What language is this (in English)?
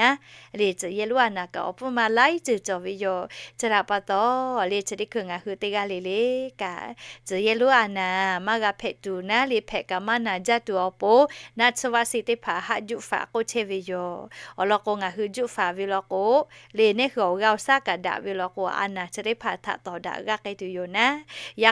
Lahu